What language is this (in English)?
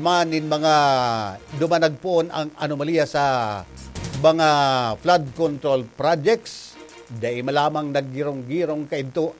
Bikol